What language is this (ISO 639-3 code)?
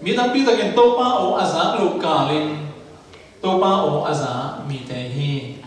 ctd